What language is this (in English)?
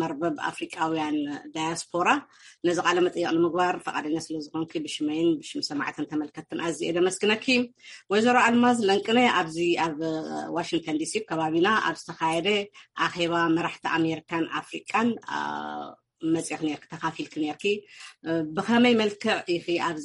Tigrinya